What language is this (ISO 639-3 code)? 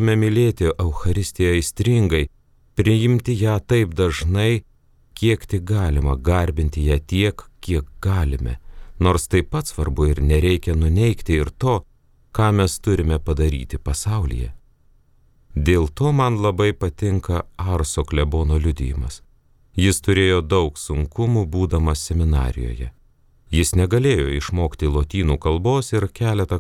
lit